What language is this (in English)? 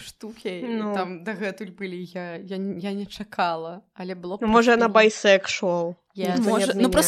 Belarusian